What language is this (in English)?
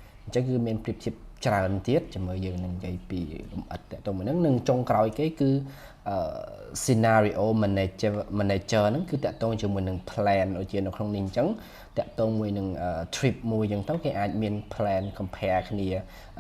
Khmer